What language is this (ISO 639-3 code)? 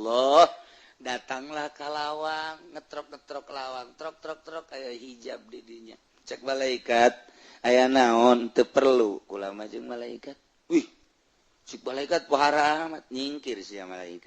sun